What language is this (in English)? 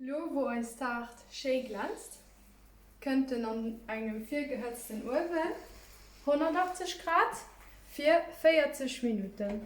Luxembourgish